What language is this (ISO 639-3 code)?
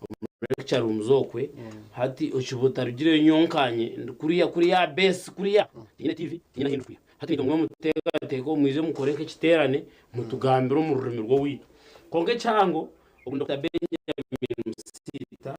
nyn